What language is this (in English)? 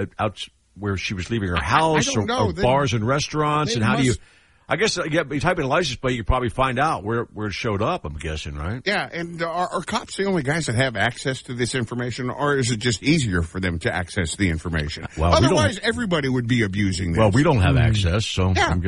English